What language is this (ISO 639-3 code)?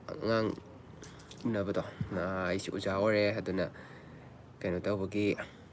mni